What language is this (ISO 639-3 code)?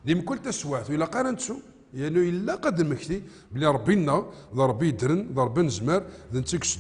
kab